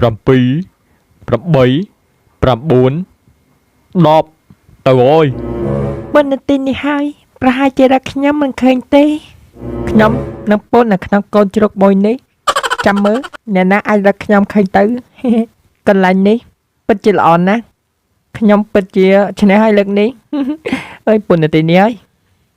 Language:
Khmer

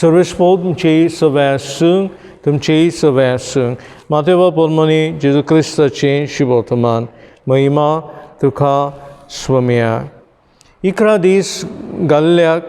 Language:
Konkani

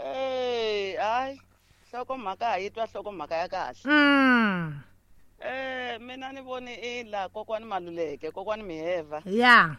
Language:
Tsonga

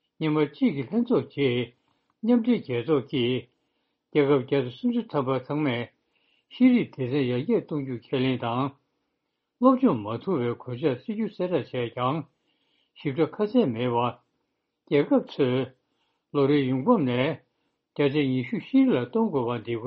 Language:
Tibetan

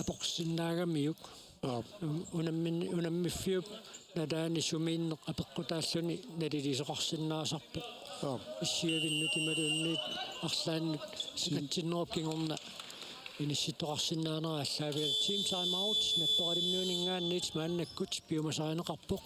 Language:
Kalaallisut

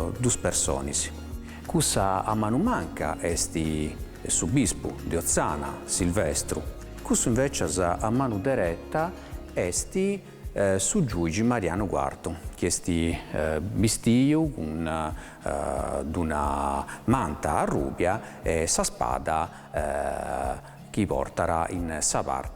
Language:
Sardinian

